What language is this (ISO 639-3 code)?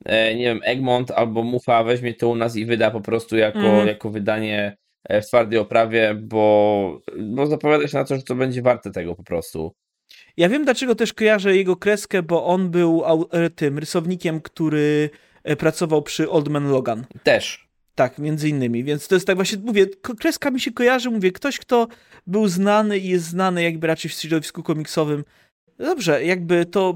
pol